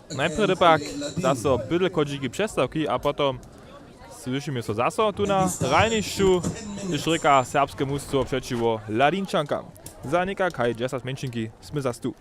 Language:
Upper Sorbian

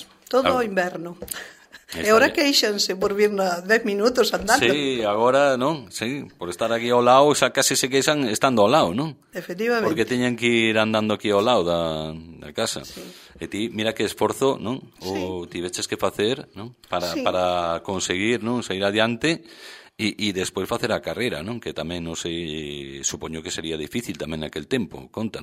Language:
Galician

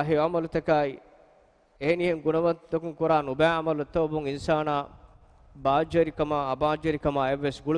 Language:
Divehi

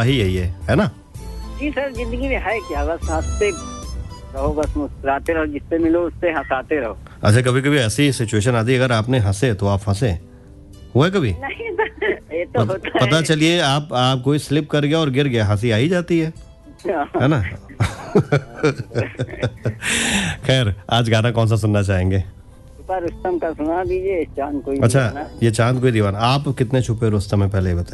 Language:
Hindi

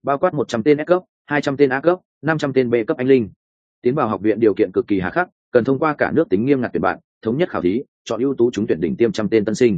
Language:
Vietnamese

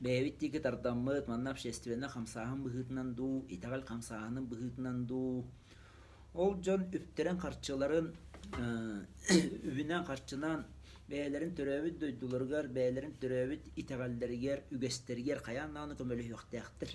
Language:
Yakut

